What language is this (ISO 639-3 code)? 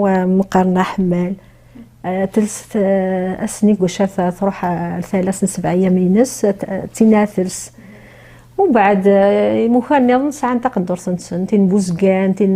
kab